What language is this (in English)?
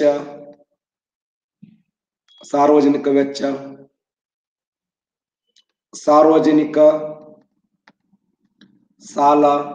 Kannada